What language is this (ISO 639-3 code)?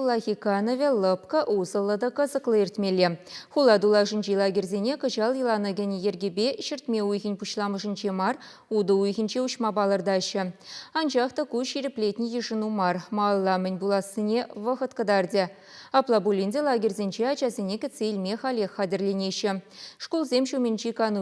chv